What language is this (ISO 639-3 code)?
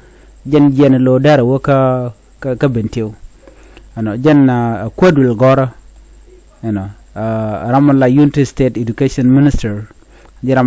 nus